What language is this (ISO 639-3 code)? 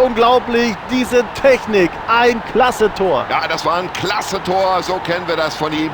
bar